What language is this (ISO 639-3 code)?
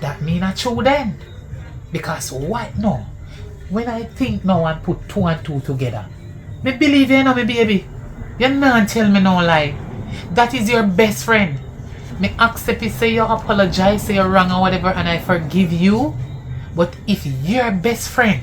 jam